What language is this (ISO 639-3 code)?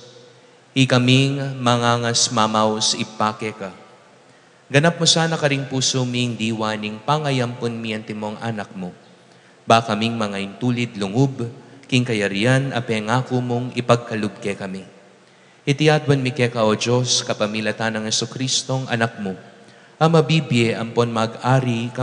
pam